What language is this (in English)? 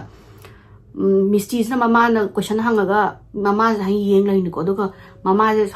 Manipuri